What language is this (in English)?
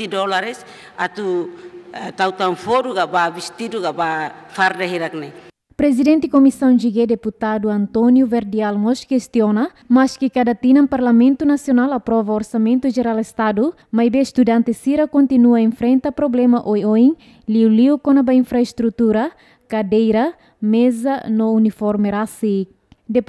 Tetum